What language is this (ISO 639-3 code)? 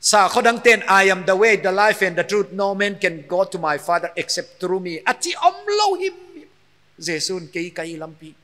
pck